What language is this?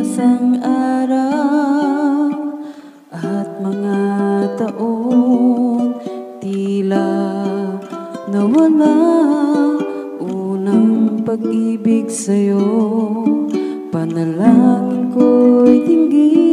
Filipino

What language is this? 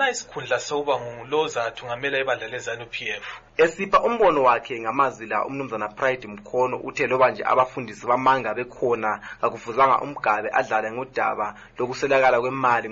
North Ndebele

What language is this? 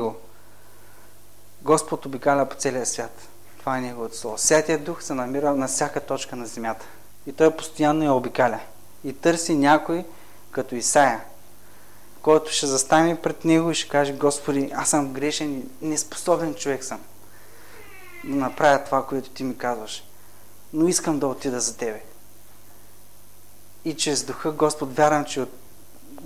Bulgarian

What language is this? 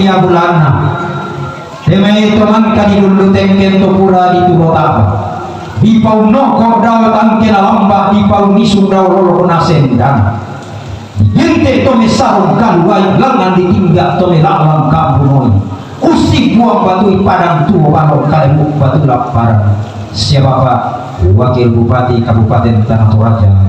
Toraja-Sa'dan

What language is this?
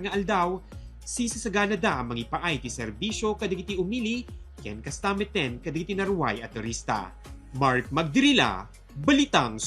Iloko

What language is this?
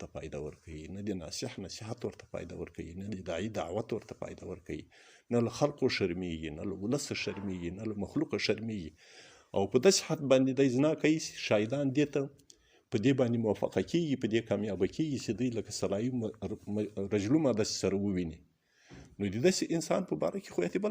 Pashto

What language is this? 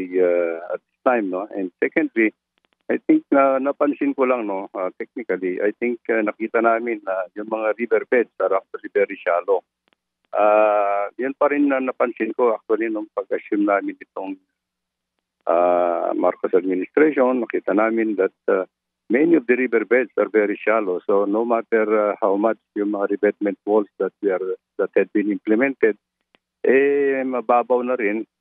Filipino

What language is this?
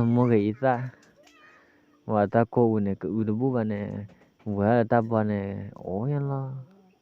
S'gaw Karen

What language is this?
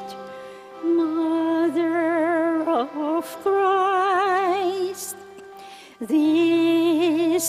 Pampanga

